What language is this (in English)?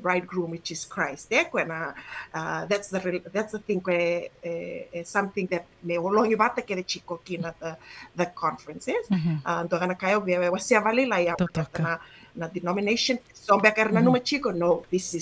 Fijian